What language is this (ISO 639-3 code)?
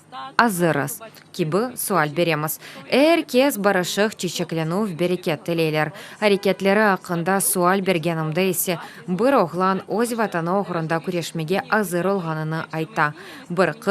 crh